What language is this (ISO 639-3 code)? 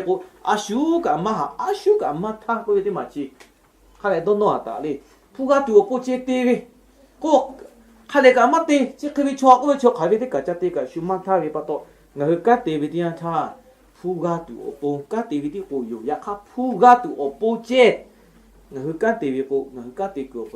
lhu